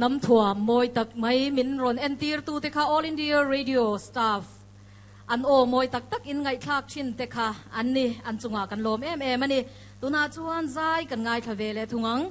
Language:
Mizo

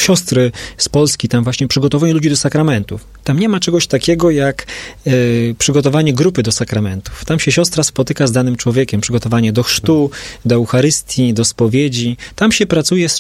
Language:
Polish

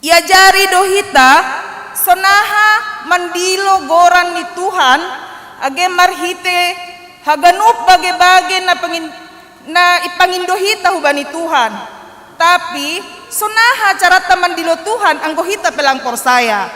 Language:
Batak Simalungun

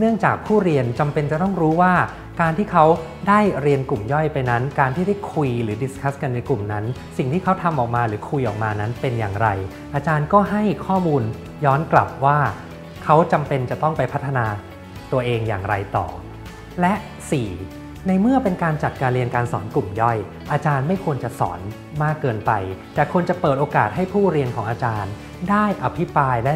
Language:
Thai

